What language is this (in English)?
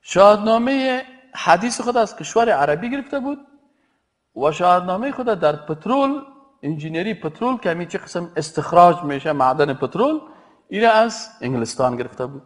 Persian